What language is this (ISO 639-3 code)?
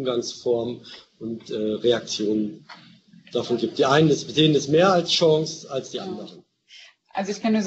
deu